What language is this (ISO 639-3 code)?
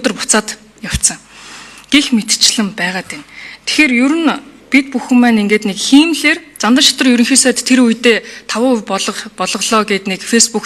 mon